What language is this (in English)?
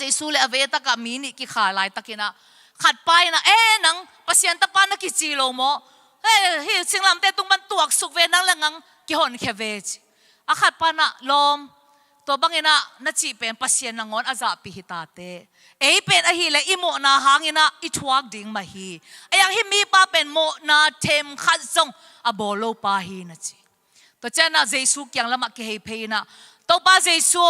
Tedim Chin